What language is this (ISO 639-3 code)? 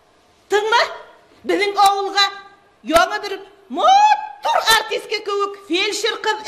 bak